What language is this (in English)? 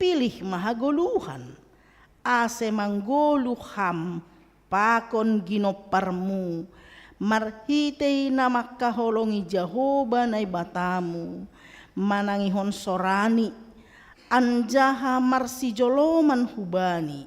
Batak Simalungun